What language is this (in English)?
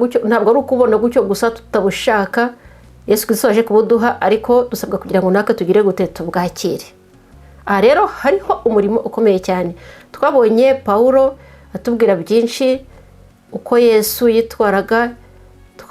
Kinyarwanda